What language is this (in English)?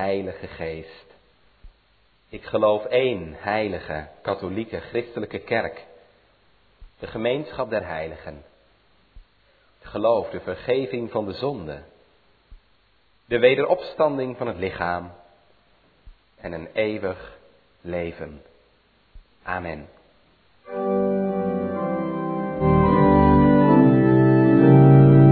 Dutch